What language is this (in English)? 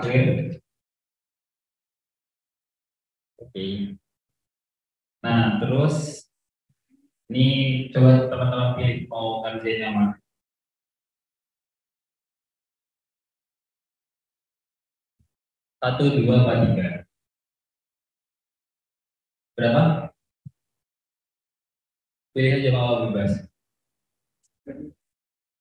Indonesian